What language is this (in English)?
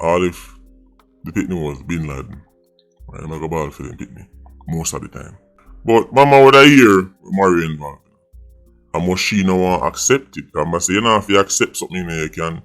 Jamaican Creole English